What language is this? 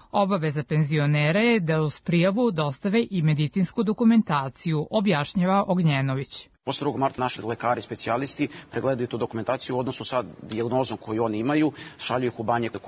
Serbian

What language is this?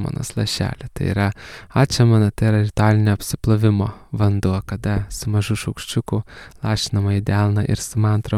Lithuanian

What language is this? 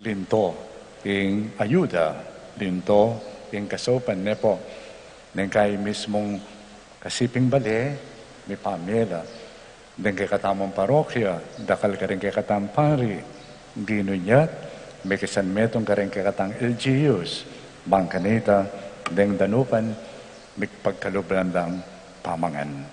Pampanga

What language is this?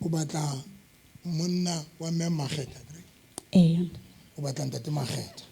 Southern Sotho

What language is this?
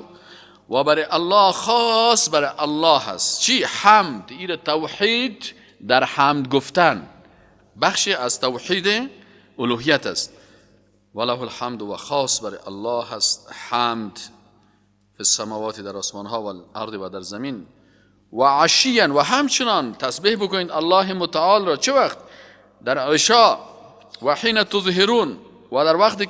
Persian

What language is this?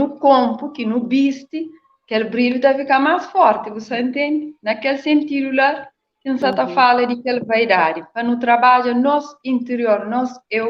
Kabuverdianu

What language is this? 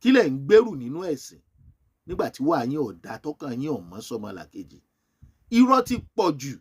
Yoruba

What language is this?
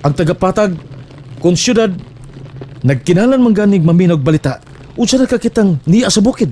Cebuano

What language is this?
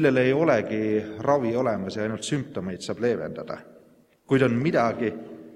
Estonian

